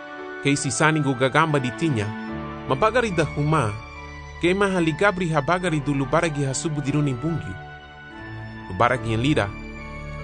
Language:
Garifuna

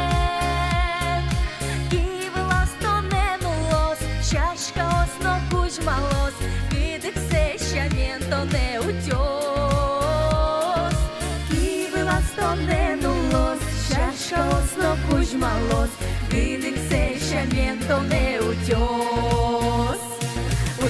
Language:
Udmurt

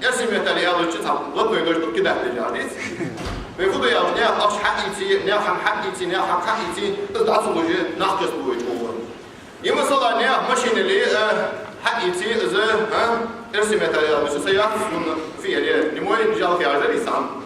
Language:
Ingush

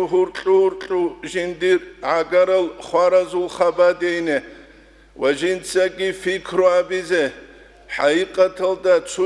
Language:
Avaric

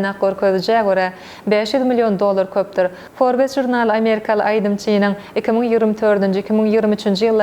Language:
Turkmen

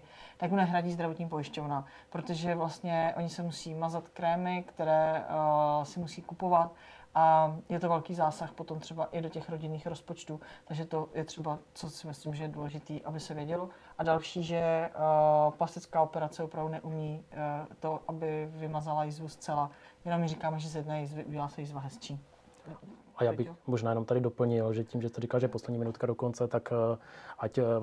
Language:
Czech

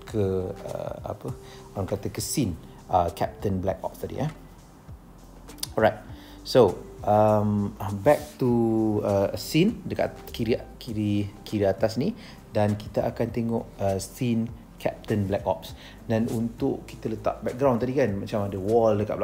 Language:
Malay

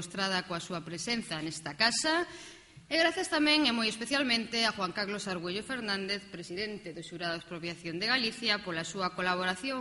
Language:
Galician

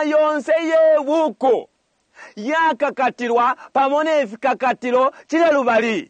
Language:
Bemba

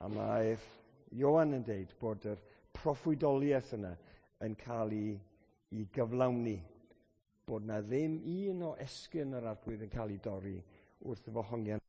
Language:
Welsh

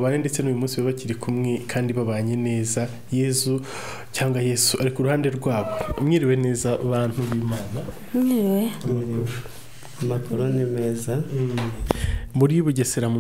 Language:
Kinyarwanda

